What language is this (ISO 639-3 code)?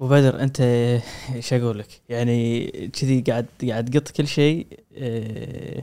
afb